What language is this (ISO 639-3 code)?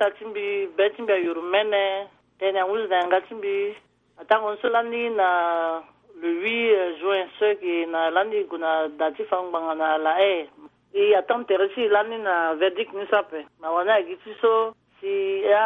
sag